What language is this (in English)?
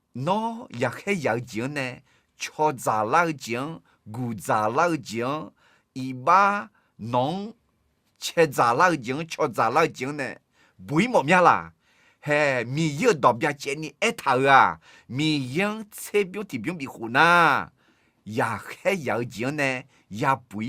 Akha